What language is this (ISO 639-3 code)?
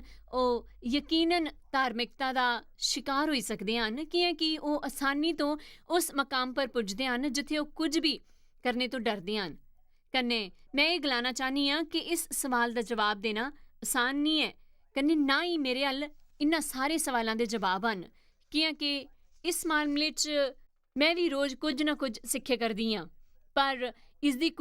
doi